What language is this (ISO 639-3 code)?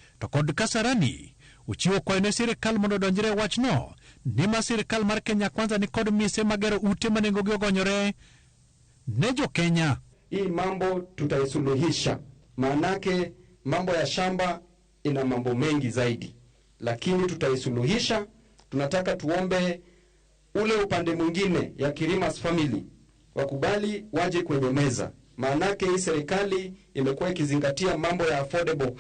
luo